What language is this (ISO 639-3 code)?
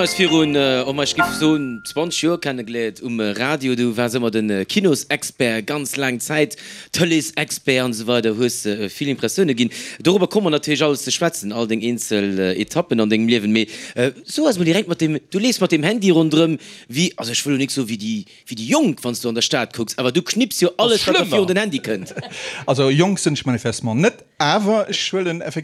ltz